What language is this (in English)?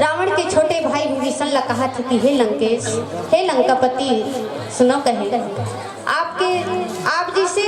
Chhattisgarhi